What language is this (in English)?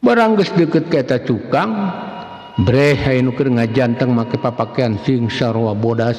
Sundanese